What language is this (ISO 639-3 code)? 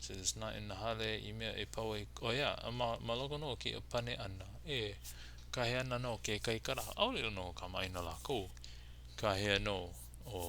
haw